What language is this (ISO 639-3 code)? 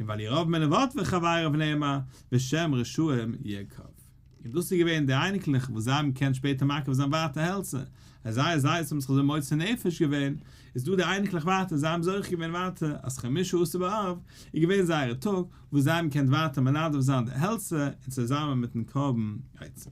yid